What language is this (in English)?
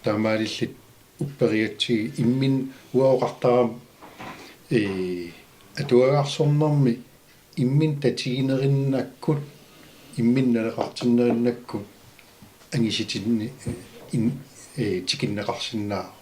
Kalaallisut